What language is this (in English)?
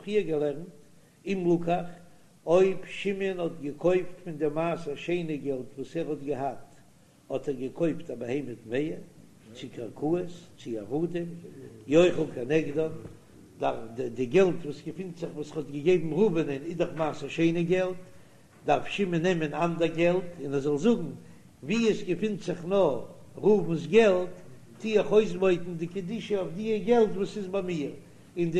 Yiddish